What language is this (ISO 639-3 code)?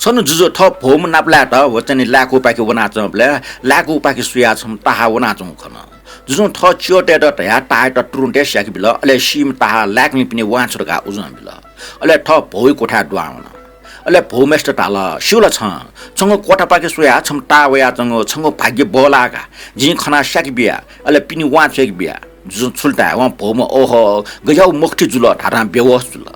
new